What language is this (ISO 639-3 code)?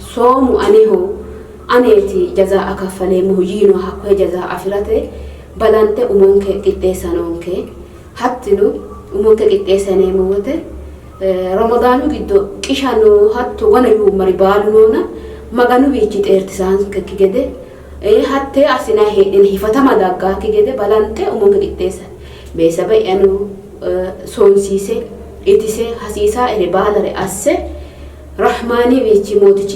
sid